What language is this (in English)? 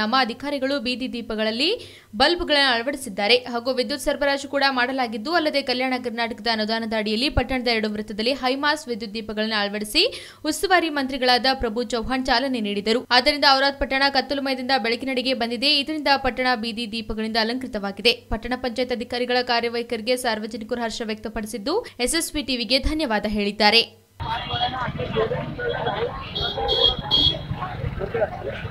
Kannada